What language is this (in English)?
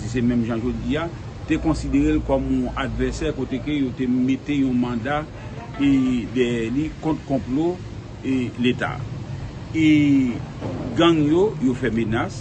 Haitian Creole